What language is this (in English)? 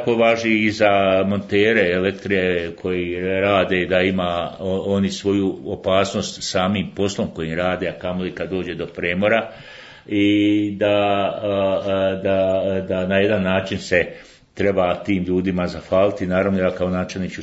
Bosnian